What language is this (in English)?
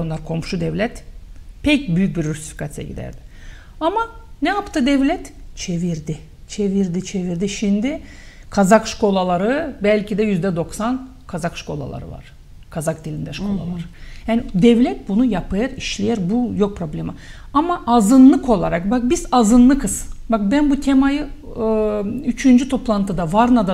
Gagauz